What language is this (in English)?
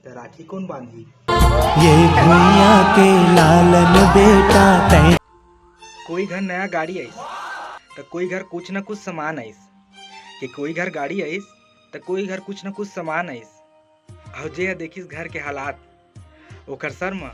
Chhattisgarhi